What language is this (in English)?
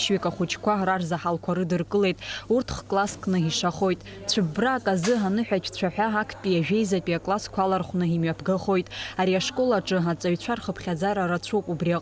Abkhazian